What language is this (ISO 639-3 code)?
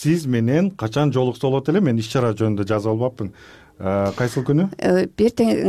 kir